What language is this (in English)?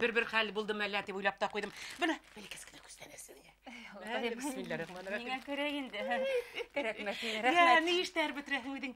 Bashkir